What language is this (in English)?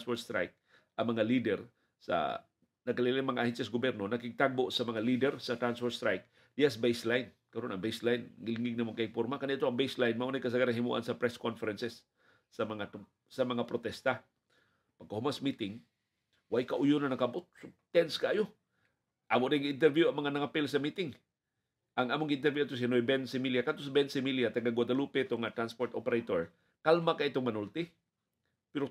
Cebuano